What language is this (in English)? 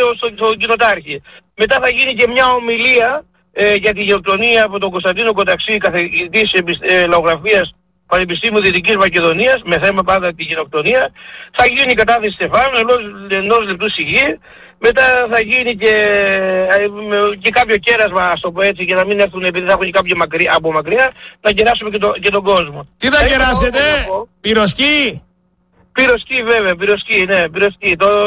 Greek